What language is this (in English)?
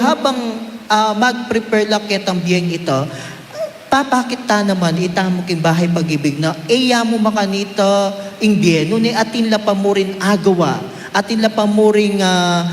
Pampanga